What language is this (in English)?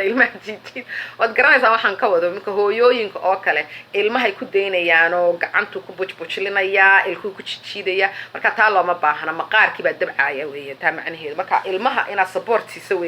Somali